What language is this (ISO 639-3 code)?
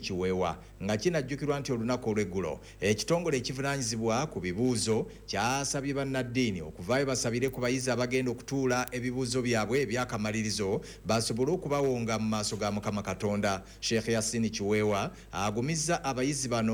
lug